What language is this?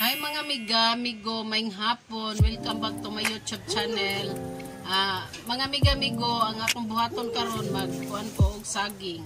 Cebuano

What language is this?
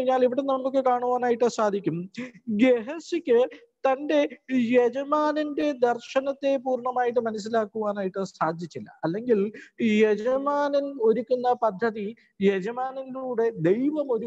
Malayalam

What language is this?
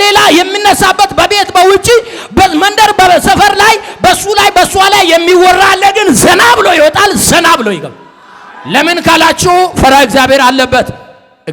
Amharic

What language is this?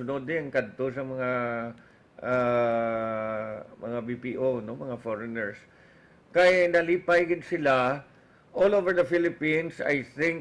Hiligaynon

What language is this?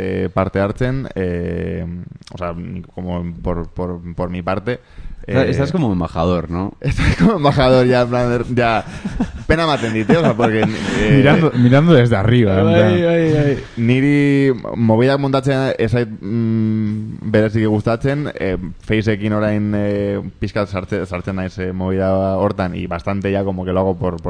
Basque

